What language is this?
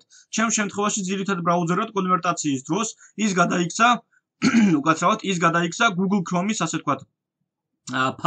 Georgian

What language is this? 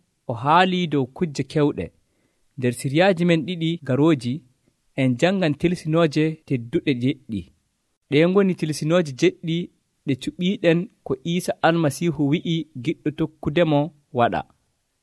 Nigerian Fulfulde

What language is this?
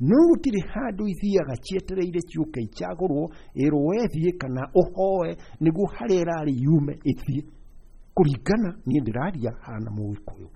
Kikuyu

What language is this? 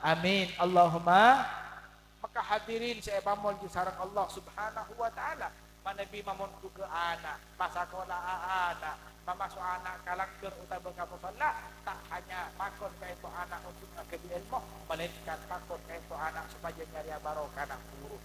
Madurese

